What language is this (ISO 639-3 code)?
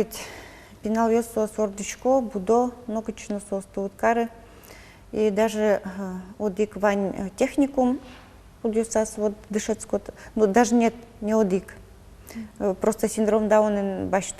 udm